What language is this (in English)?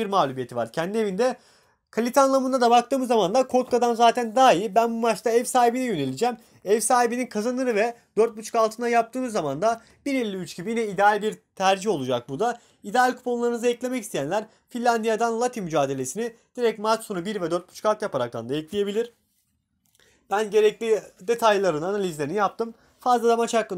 Turkish